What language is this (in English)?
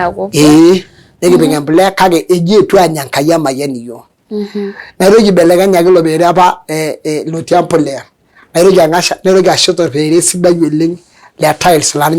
Masai